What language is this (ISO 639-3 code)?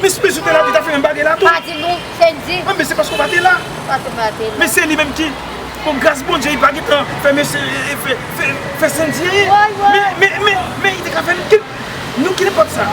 hat